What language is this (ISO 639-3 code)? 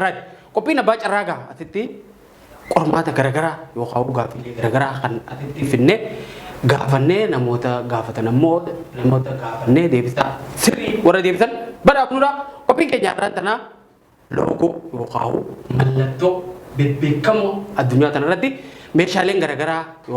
orm